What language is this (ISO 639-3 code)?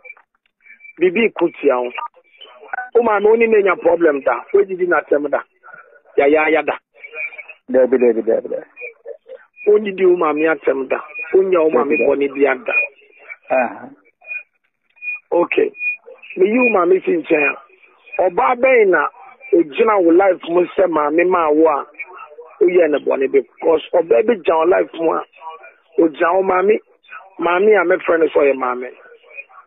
aka